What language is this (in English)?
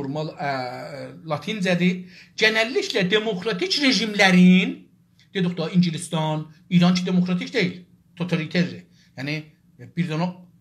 South Azerbaijani